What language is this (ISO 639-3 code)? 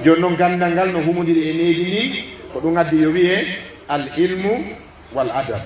fuf